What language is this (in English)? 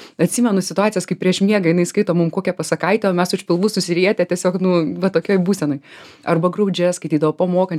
Lithuanian